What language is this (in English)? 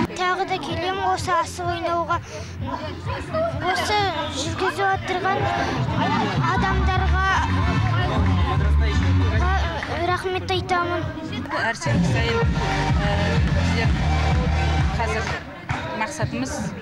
Kazakh